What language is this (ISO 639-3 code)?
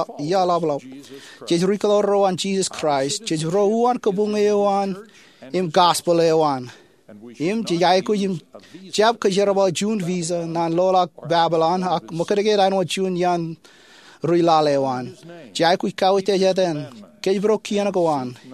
mah